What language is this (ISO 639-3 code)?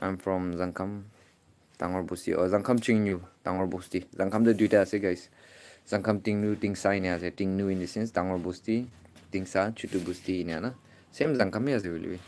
nag